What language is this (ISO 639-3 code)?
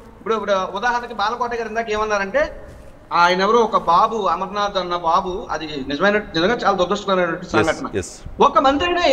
tel